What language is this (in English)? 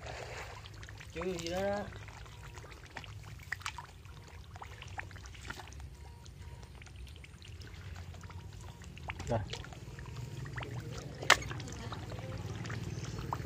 Vietnamese